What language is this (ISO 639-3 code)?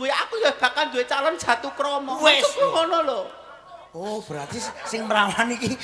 jav